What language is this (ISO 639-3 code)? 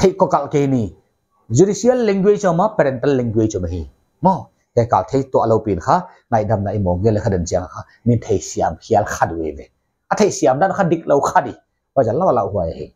pck